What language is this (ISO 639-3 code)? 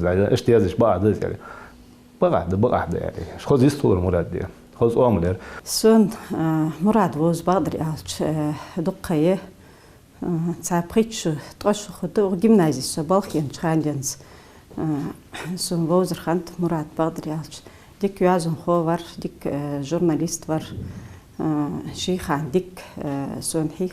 inh